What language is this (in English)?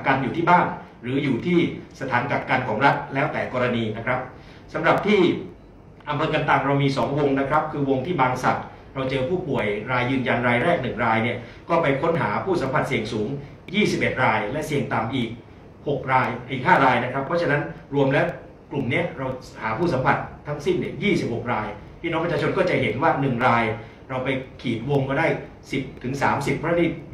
Thai